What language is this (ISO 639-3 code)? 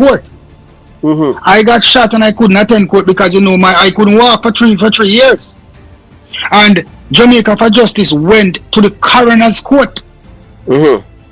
jam